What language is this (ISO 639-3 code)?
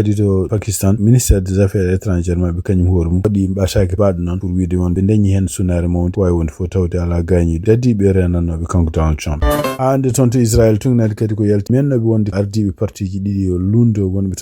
ful